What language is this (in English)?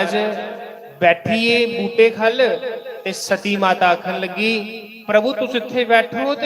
Dogri